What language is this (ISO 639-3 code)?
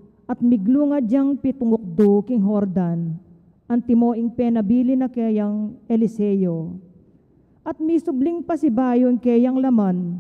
pam